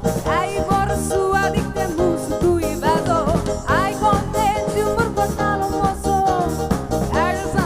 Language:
Konkani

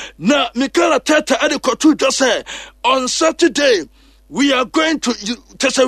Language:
Akan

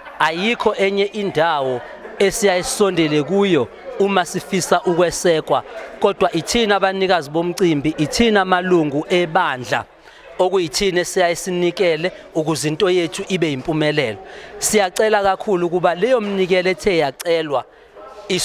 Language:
Zulu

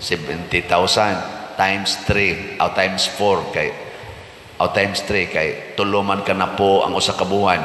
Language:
Cebuano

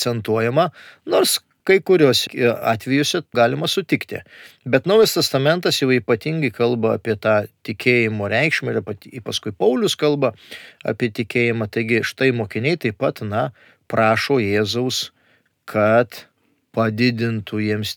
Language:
Lithuanian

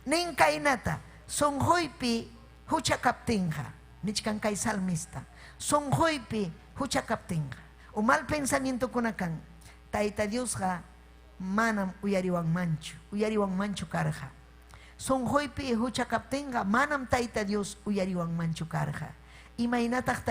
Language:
Ayacucho Quechua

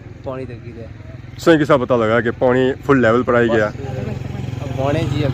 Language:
Pahari-Potwari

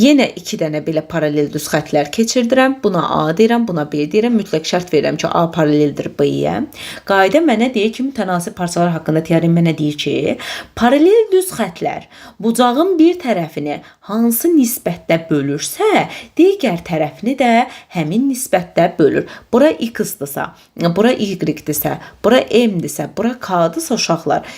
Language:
Azerbaijani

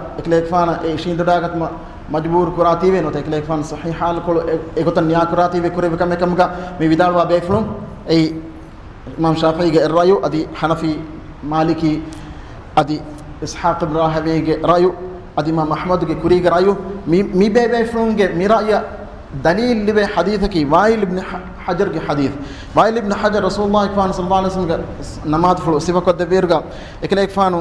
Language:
Divehi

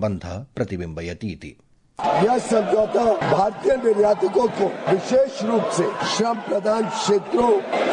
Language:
Sanskrit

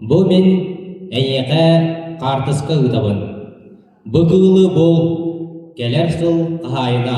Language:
Yakut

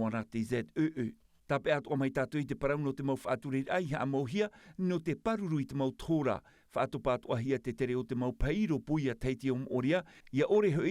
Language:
Tahitian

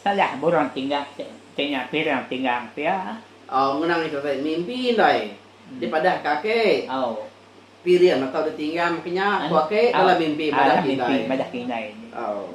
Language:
Iban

